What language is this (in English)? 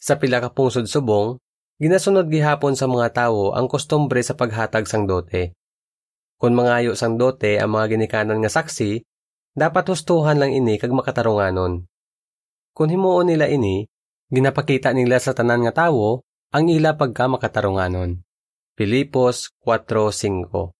Hiligaynon